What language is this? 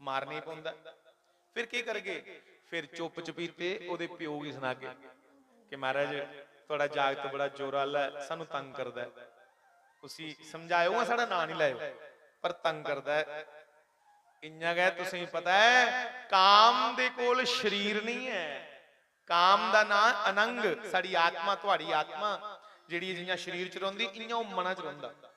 Dogri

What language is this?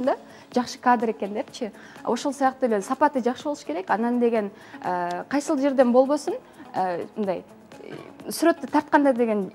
Kyrgyz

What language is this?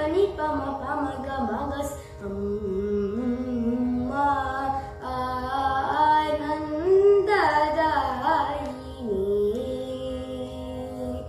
Tamil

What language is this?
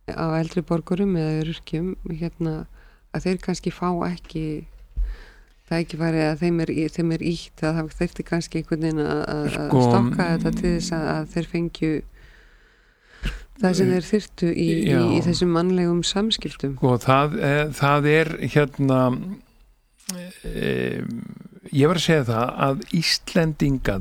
Icelandic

